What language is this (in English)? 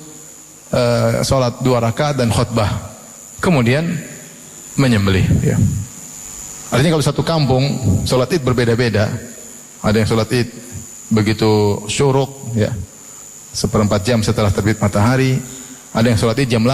Indonesian